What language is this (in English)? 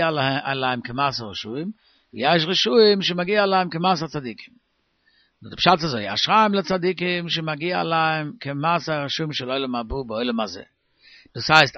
Yiddish